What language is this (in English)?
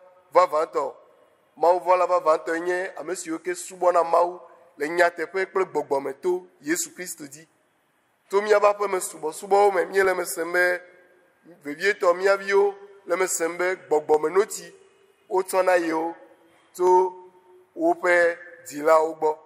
Ewe